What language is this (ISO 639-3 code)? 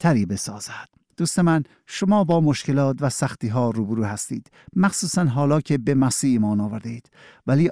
fas